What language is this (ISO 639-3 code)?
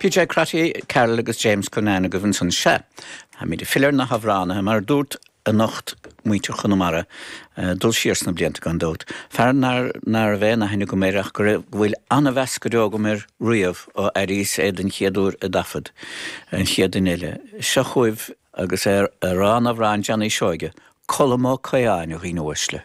gle